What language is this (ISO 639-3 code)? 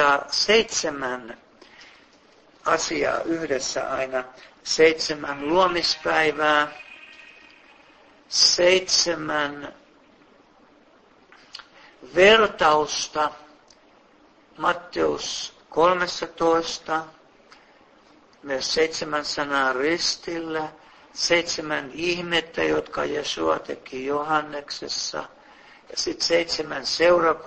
fin